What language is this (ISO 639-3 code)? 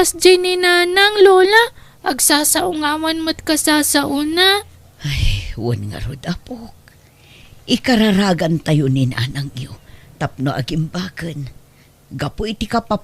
ilo